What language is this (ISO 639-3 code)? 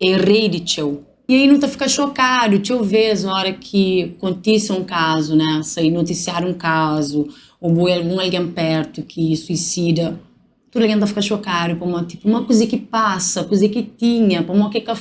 kea